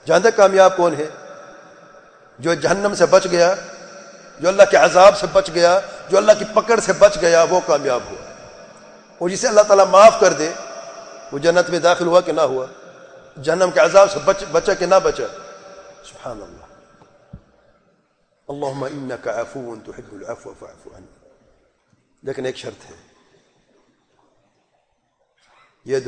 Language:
Urdu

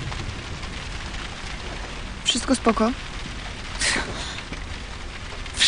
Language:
Polish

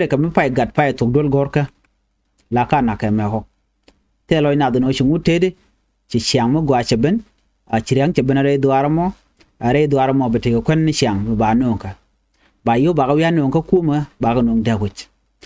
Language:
Nuer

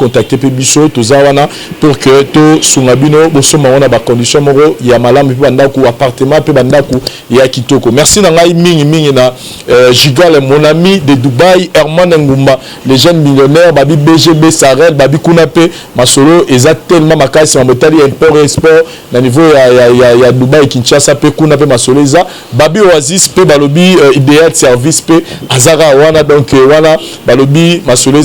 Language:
Lingala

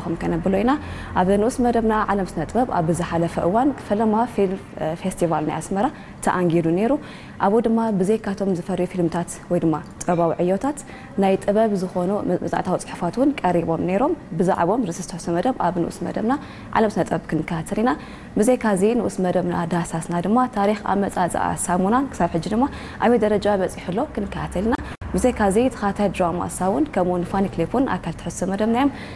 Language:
Tigrinya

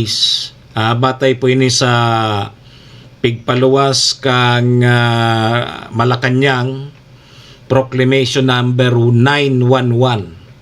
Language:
Bikol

